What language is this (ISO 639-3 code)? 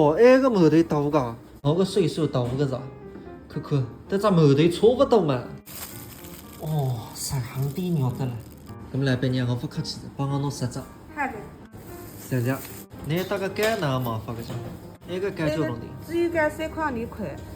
wuu